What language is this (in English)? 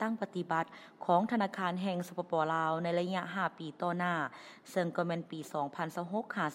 Lao